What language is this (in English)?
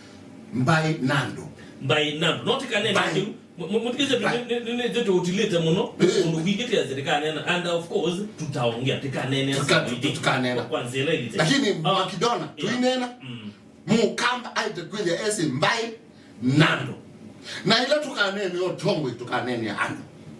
Kamba